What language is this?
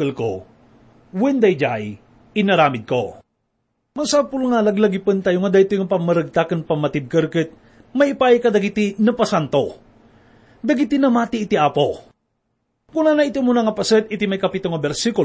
Iloko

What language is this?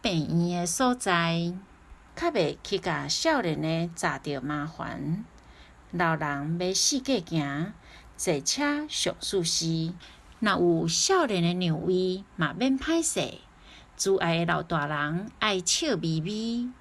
Min Nan Chinese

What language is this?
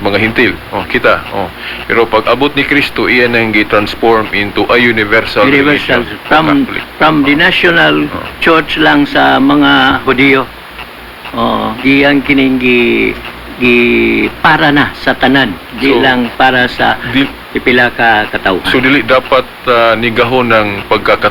Cebuano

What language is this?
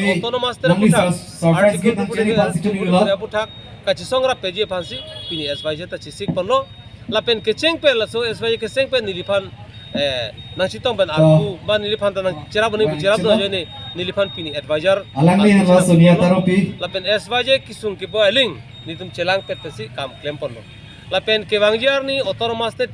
Karbi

